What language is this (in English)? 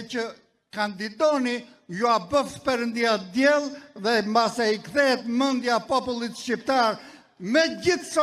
Albanian